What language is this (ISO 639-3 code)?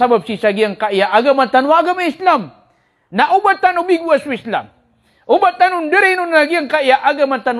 mrw